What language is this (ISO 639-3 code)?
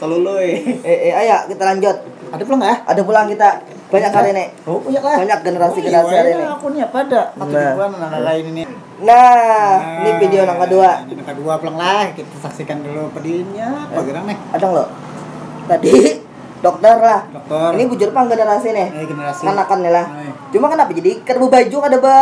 bjn